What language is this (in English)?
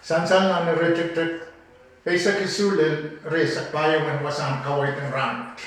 Pohnpeian